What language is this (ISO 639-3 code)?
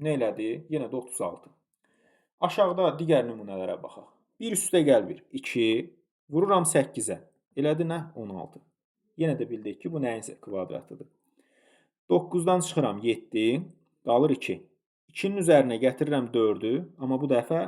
aze